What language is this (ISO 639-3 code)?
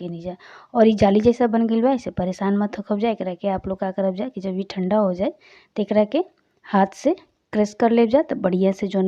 bho